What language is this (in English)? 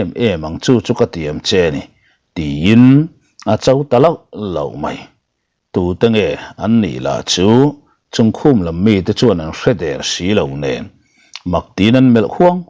Mizo